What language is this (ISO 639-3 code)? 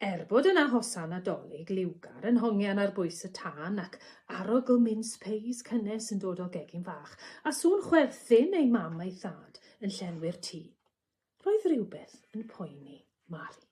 cym